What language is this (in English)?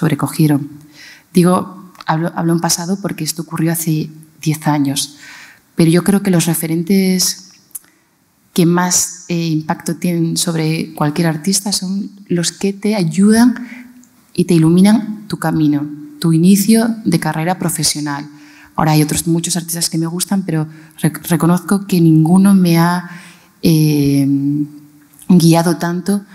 Spanish